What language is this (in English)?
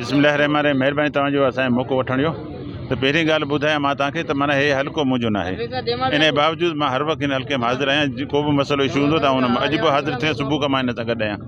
Sindhi